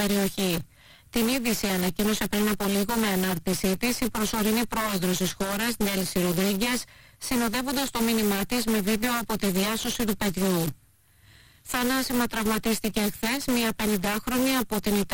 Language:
Greek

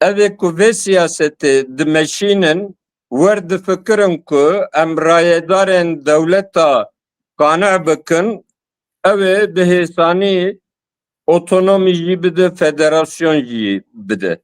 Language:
Kurdish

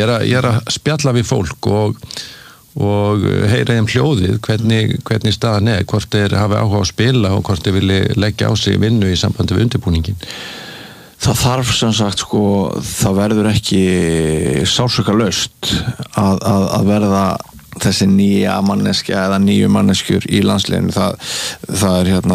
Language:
Icelandic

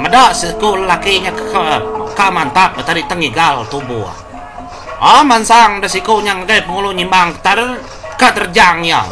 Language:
Iban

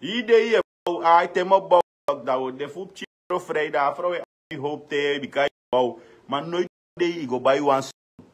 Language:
Sranan Tongo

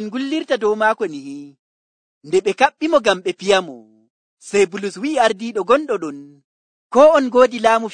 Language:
Nigerian Fulfulde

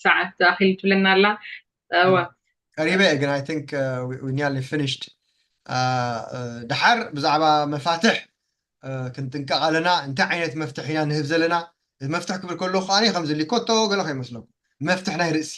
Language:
Tigrinya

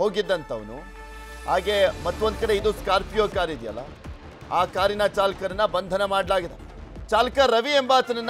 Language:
Kannada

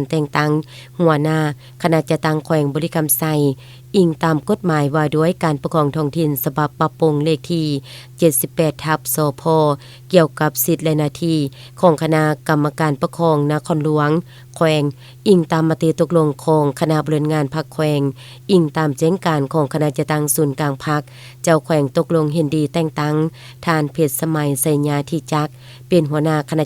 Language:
Lao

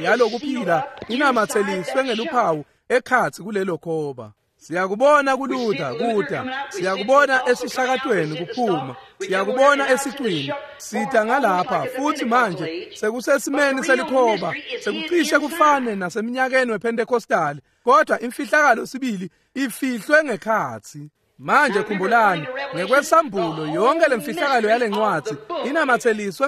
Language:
Swati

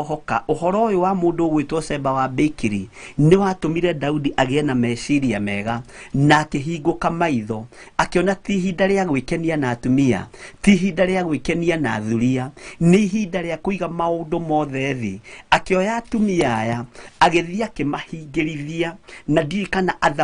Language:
Kikuyu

